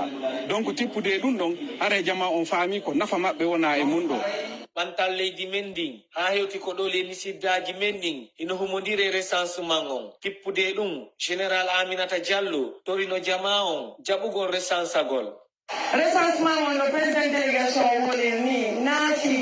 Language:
Fula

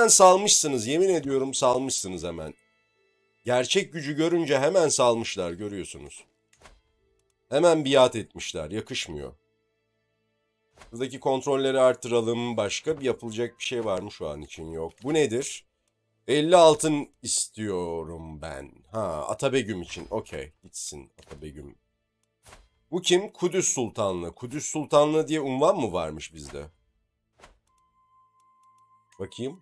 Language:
Turkish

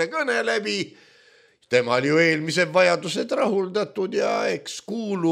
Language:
Estonian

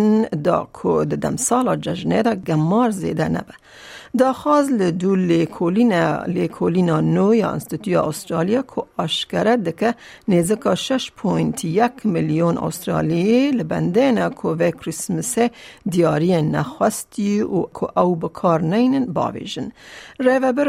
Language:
Kurdish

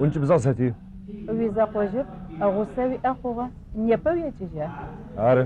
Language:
Adyghe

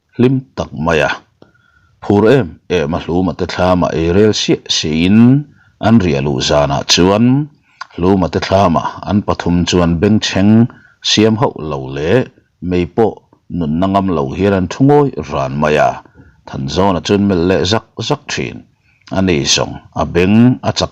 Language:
Mizo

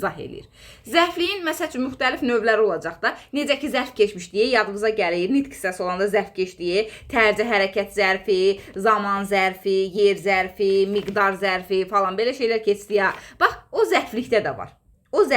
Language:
Azerbaijani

